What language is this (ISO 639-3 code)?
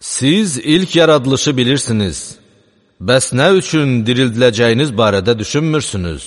aze